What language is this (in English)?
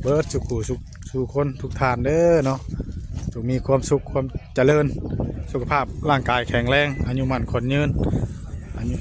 Northeastern Thai